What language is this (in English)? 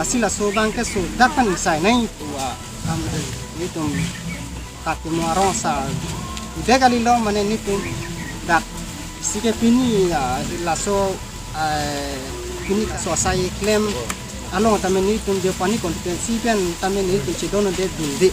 Karbi